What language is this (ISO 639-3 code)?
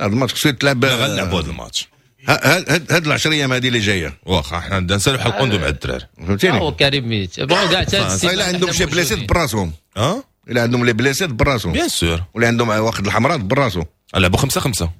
ary